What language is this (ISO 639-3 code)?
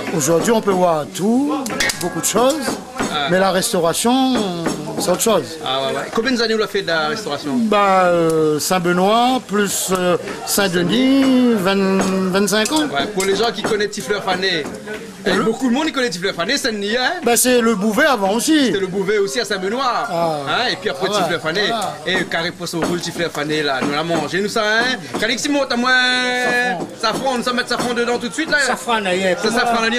rcf